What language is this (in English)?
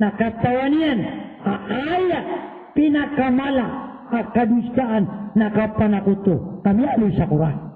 Maranao